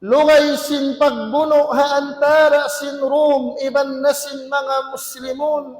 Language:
Tausug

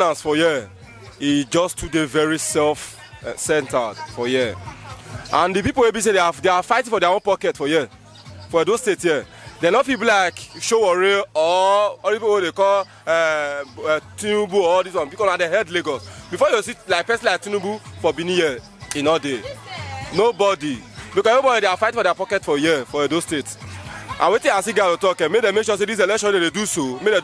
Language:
Nigerian Pidgin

